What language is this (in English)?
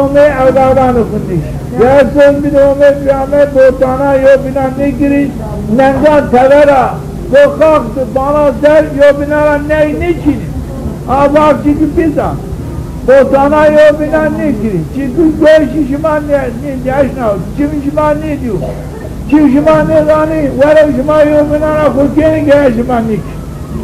Zaza